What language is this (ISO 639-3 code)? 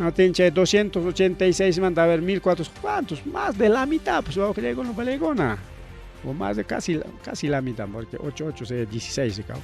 quy